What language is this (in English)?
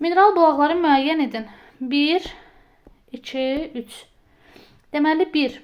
Azerbaijani